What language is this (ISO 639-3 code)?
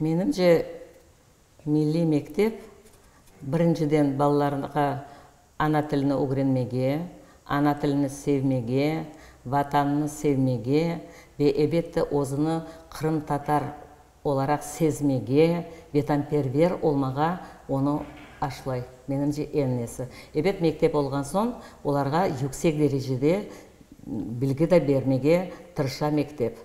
crh